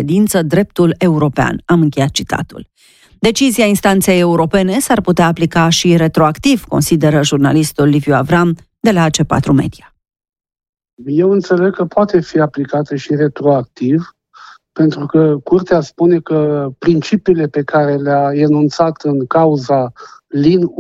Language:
Romanian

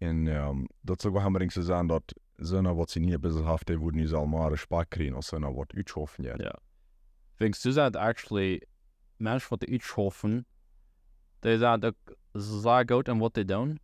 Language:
Plautdietsch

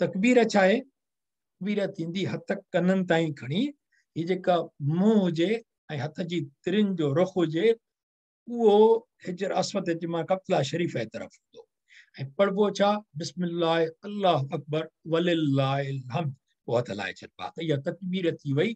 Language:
Sindhi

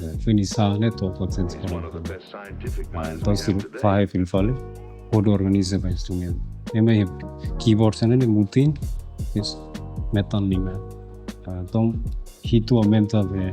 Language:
Tetum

